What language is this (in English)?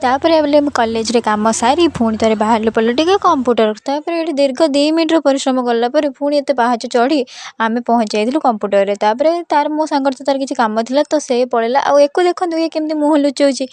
Odia